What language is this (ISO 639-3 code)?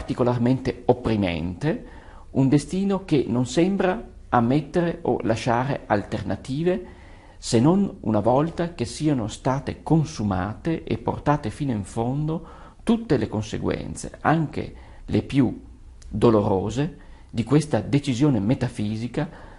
ita